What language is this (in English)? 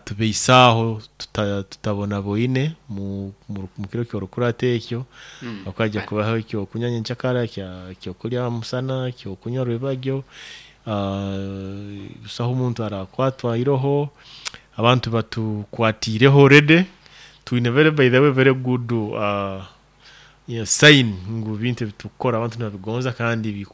Nyoro